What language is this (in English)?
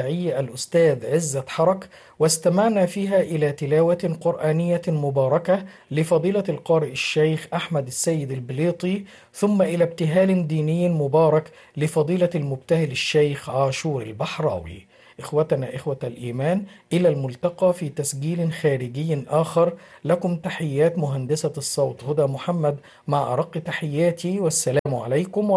Arabic